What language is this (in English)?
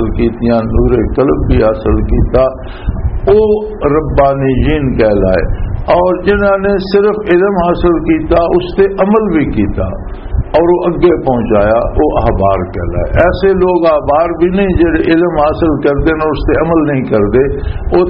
Western Panjabi